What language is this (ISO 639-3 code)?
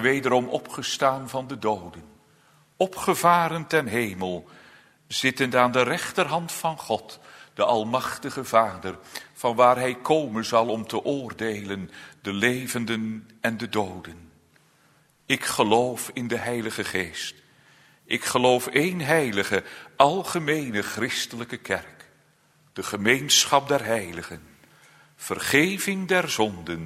nld